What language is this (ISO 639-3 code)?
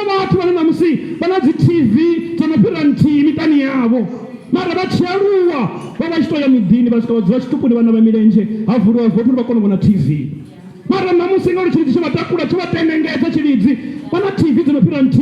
ven